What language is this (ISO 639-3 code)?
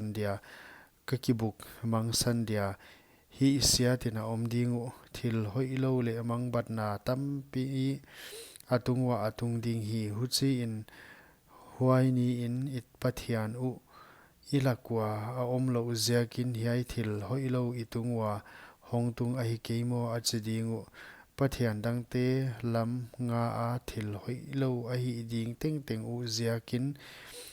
pck